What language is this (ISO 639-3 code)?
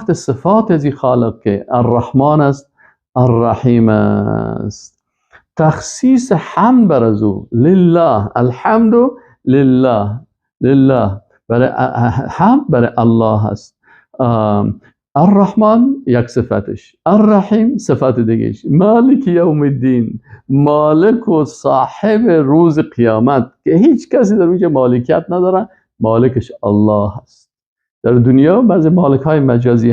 fas